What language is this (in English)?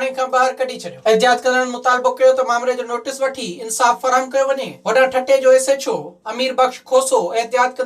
Sindhi